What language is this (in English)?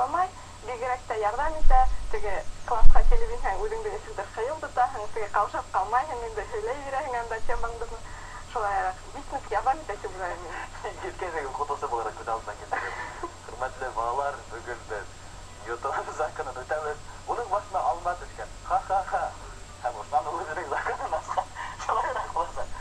Bashkir